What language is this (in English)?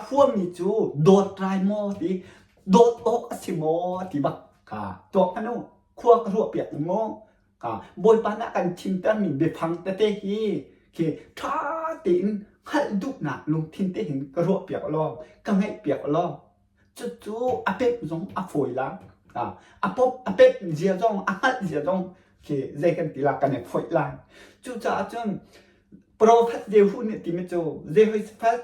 Hakha Chin